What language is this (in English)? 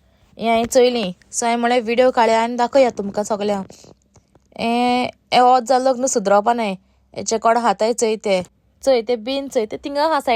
Konkani